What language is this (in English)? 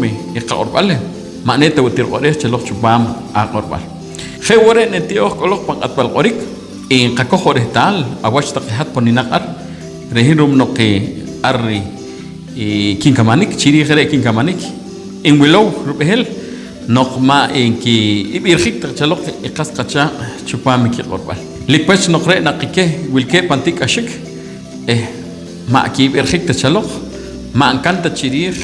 Poqomchi'